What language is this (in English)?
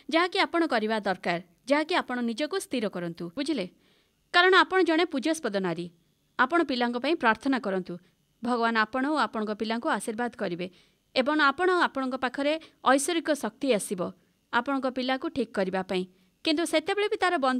Odia